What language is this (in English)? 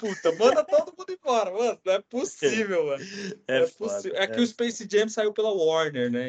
Portuguese